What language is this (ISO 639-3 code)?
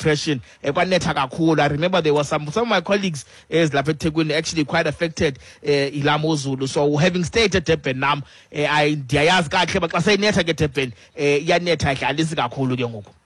xho